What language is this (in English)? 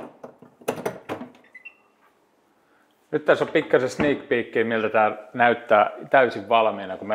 Finnish